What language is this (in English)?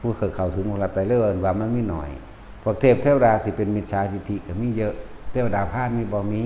Northeastern Thai